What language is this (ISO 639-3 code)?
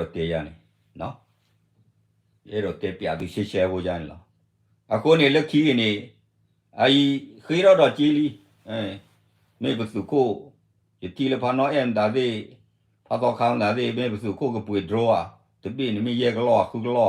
ksw